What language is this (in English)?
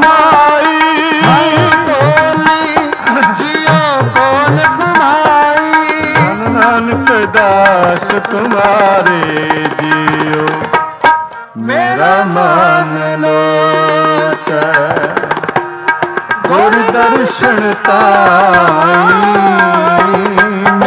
Punjabi